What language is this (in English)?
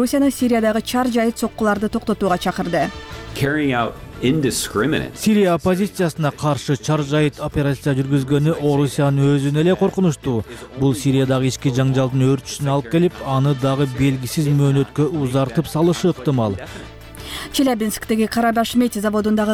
Kyrgyz